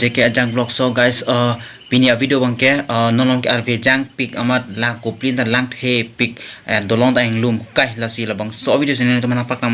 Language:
Karbi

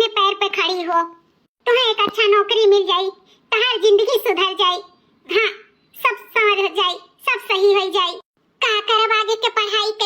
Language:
Awadhi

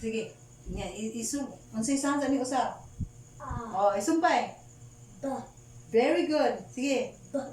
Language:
Cebuano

